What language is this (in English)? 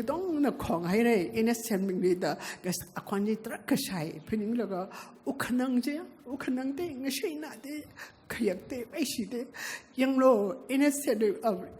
Tangkhul Naga (India)